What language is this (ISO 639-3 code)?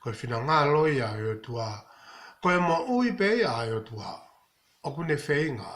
ton